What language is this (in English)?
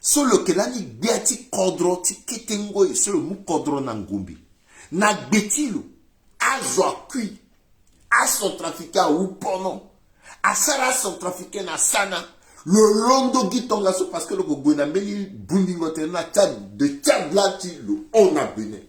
Sango